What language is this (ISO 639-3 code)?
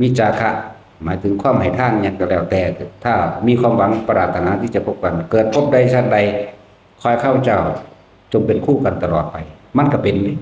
tts